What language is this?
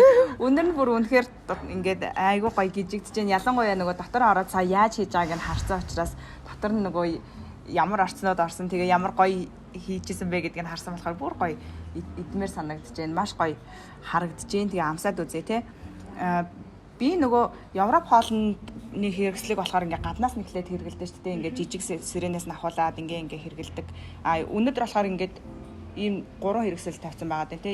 Mongolian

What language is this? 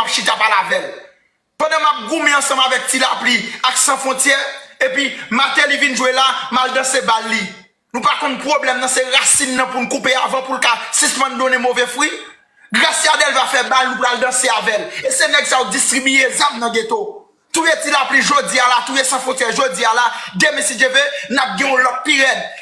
Haitian Creole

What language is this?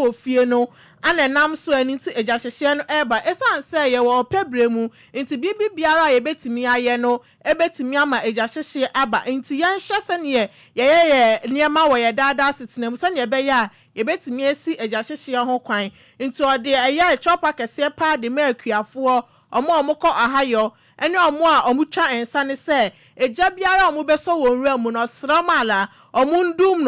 Akan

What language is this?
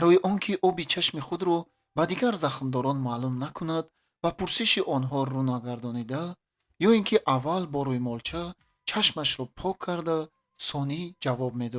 Tajik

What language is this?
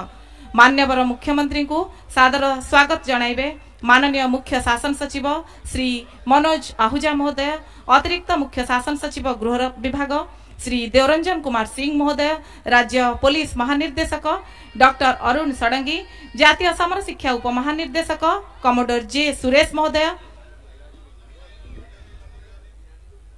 Odia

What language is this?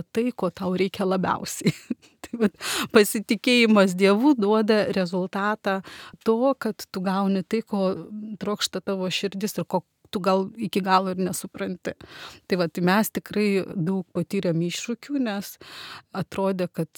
Lithuanian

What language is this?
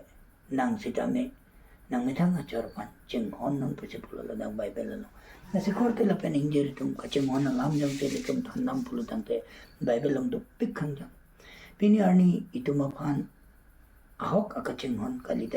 Karbi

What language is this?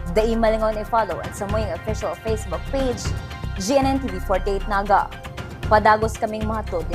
Bikol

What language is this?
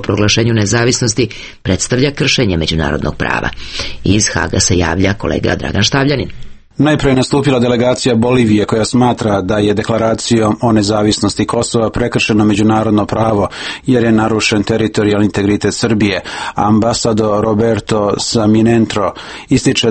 Serbian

